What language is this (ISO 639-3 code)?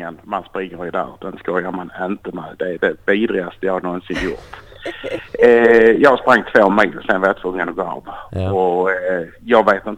swe